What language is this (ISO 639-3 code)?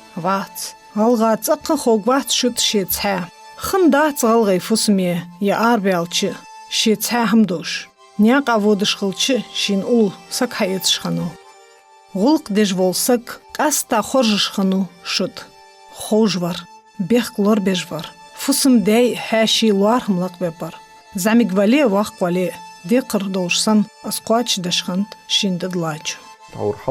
inh